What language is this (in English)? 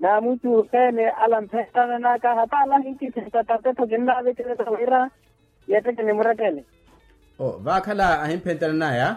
Makhuwa